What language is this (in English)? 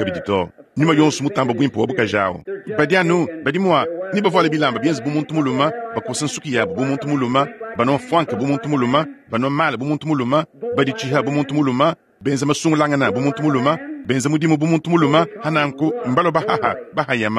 Luba-Lulua